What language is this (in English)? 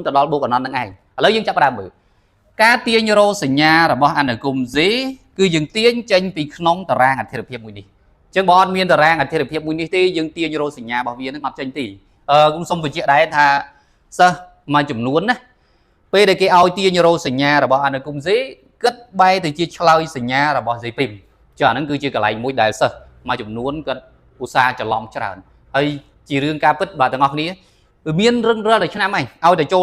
Khmer